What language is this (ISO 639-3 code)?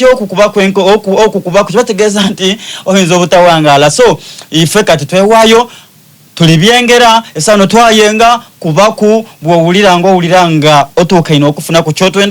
xog